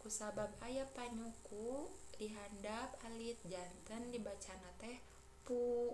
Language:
Sundanese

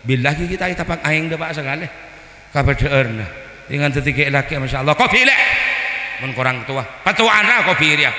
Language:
Madurese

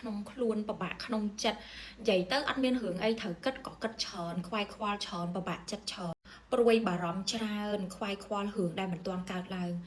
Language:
Khmer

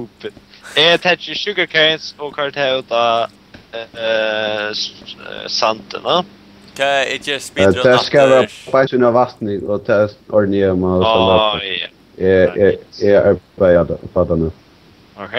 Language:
Faroese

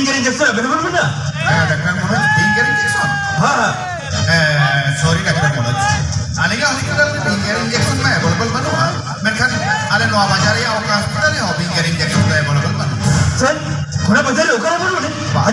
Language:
Santali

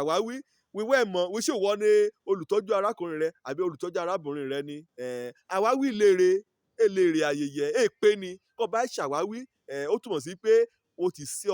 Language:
Yoruba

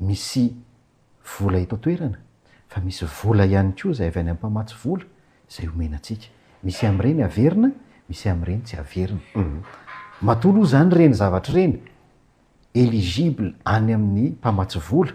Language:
Malagasy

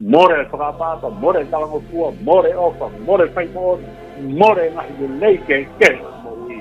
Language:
Tongan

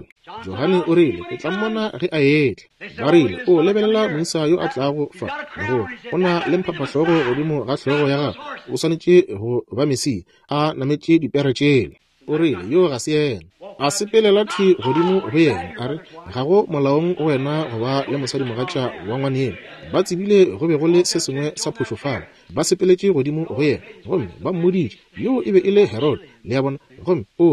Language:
Northern Sotho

